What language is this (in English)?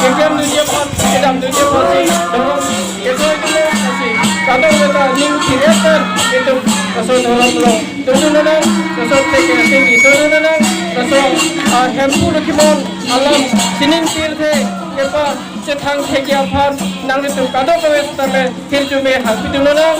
Karbi